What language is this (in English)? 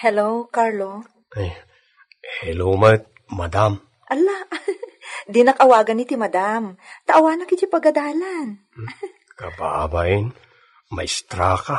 Iloko